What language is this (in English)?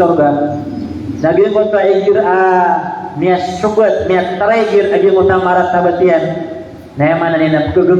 Maranao